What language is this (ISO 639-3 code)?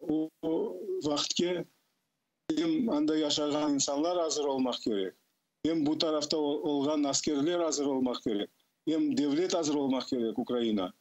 crh